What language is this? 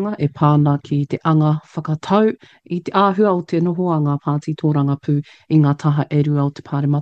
Māori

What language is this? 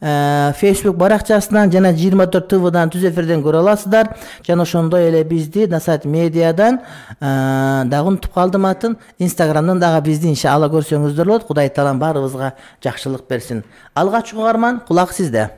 Kyrgyz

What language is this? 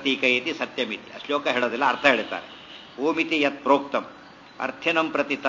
Kannada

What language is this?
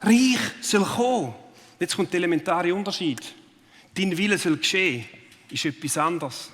Swiss German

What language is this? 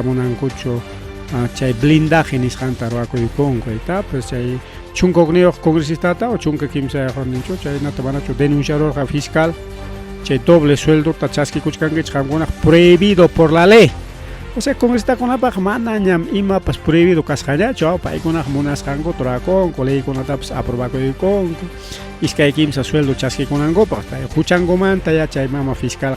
Ayacucho Quechua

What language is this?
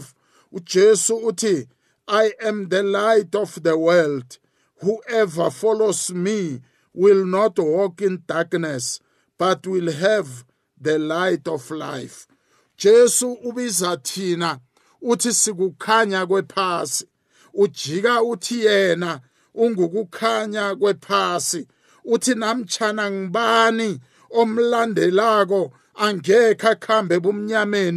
South Ndebele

